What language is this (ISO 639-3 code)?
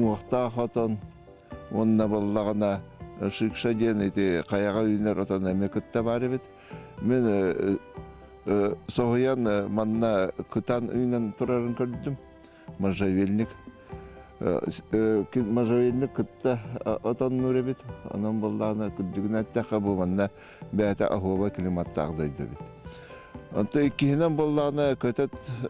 sah